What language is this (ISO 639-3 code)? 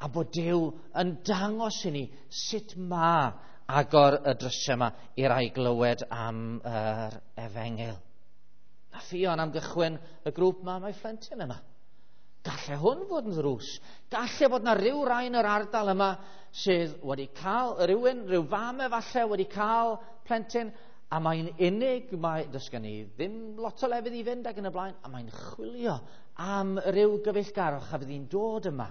cym